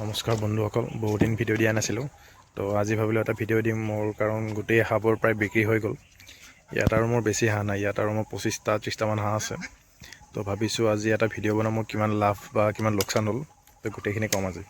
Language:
Assamese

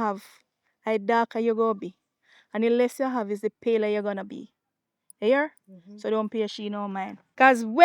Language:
Jamaican Creole English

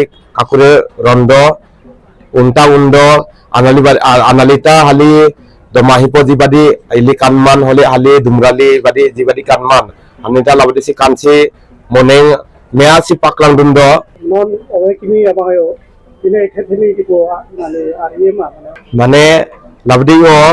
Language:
Karbi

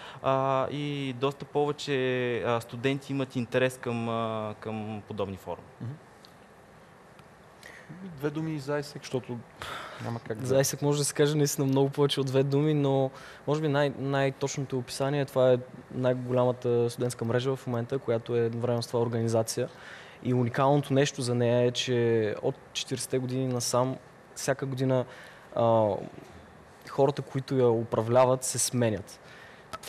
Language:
Bulgarian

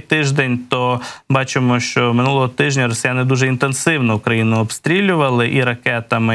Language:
Ukrainian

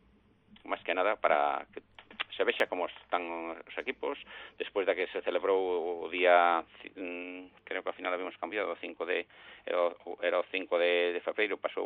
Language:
Galician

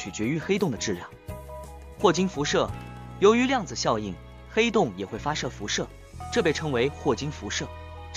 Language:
Chinese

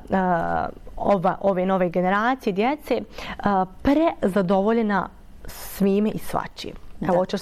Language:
Bosnian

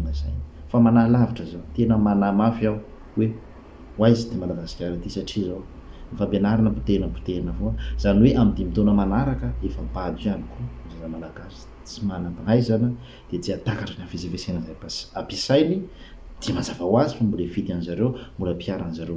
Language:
Malagasy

